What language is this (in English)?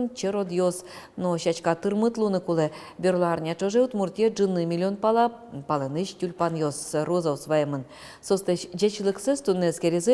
Udmurt